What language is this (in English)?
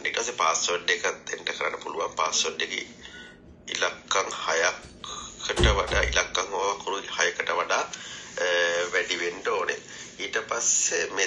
Sinhala